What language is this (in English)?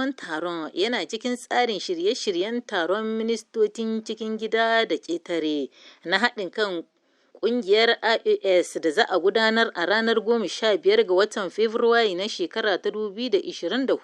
Hausa